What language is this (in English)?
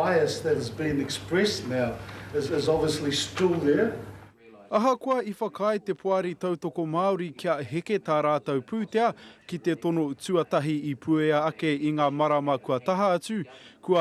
Māori